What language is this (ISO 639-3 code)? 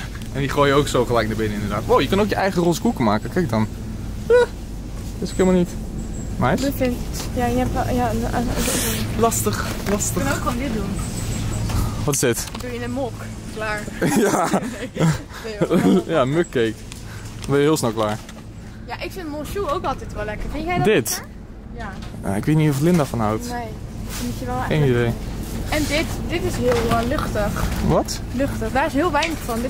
nld